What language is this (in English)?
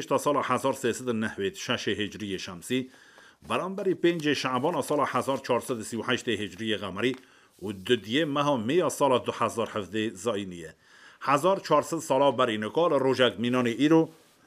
Kurdish